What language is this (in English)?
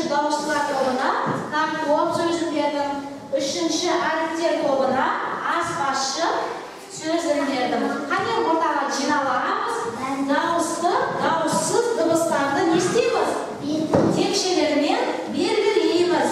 Kazakh